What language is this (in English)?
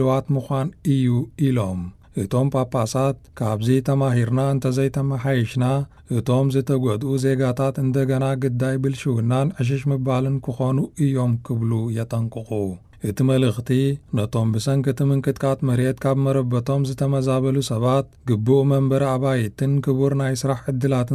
Tigrinya